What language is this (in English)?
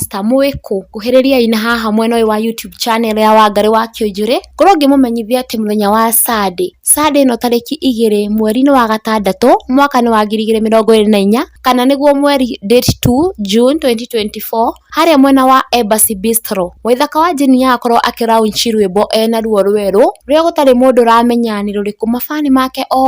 Kikuyu